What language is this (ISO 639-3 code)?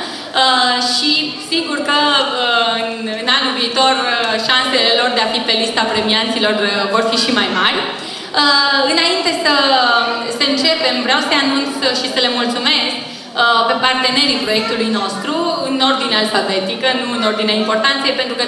ron